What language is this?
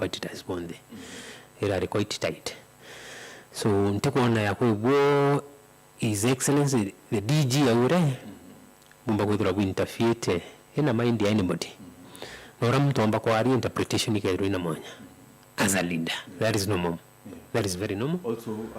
Meru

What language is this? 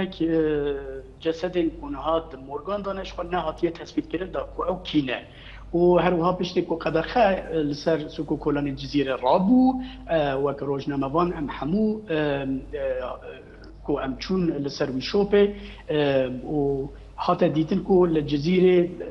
Kurdish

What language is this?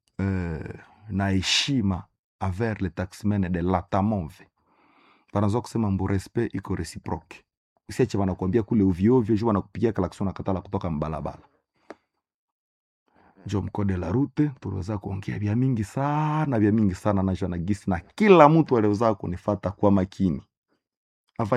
Swahili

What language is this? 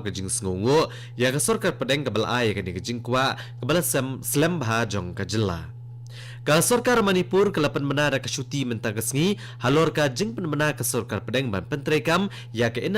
Khasi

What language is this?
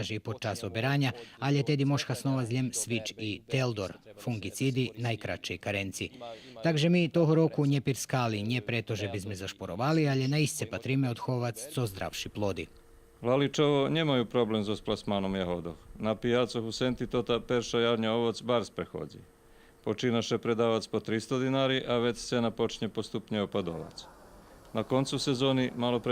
Rusyn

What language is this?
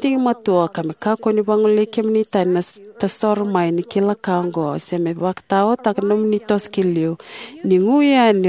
Fijian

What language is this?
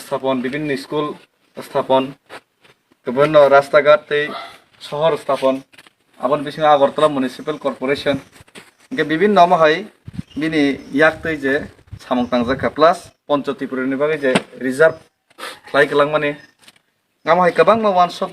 Kok Borok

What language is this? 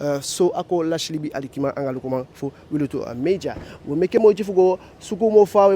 Eastern Maroon Creole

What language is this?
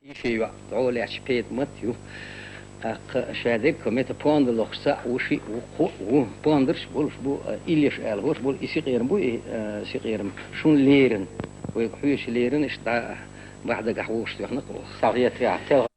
Chechen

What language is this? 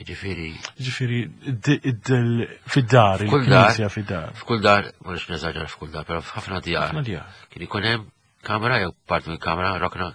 Maltese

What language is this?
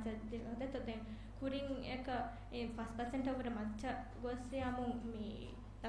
Divehi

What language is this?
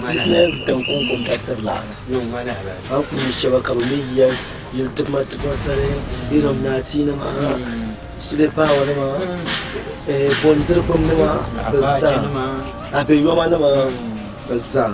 Dagbani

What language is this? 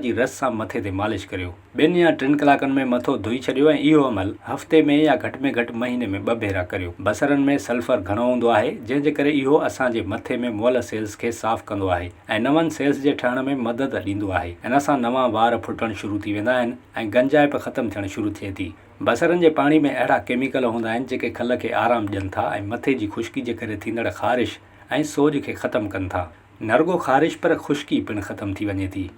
Sindhi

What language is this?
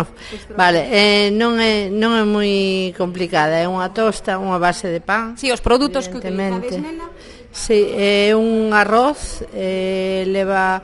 Galician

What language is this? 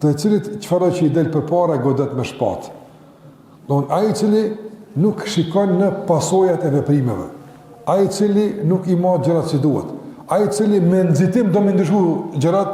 Albanian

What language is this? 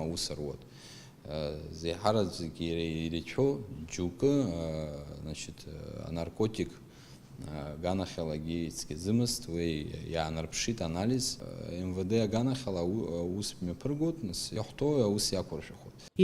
Abkhazian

